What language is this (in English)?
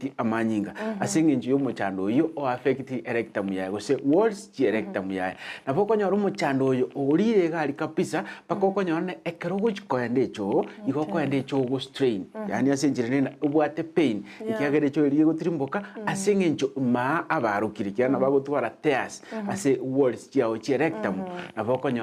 Gusii